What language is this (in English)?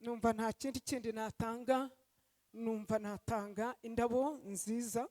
Kinyarwanda